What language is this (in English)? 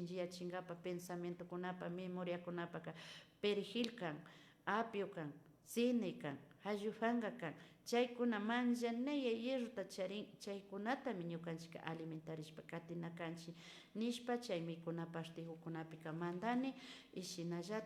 Imbabura Highland Quichua